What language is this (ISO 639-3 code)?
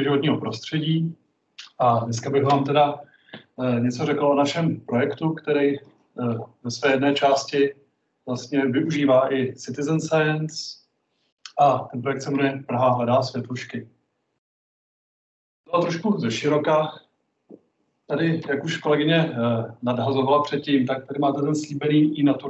ces